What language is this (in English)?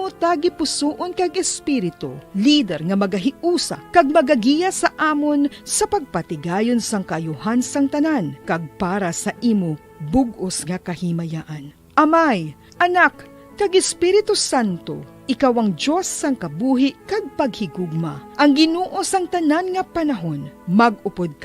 Hiligaynon